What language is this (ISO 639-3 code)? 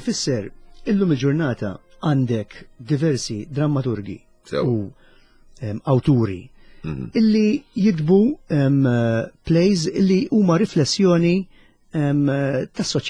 mlt